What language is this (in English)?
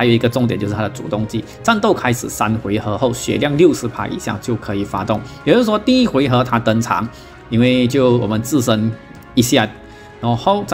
Chinese